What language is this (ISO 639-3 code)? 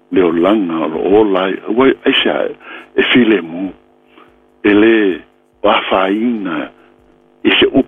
smo